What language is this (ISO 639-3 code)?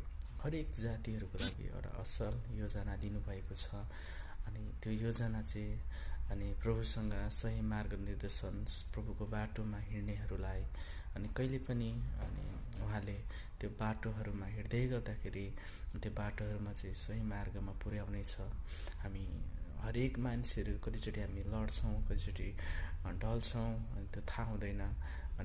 nep